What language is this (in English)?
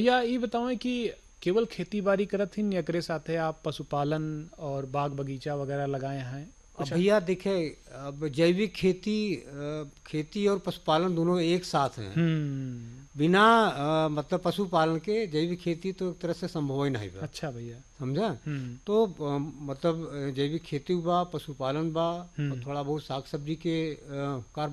Bhojpuri